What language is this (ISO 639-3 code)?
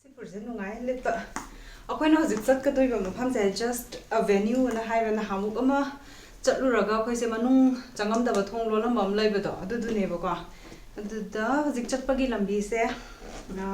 mni